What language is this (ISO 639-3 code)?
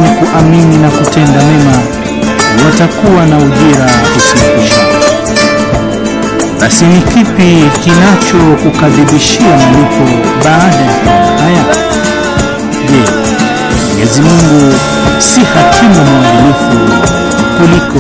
swa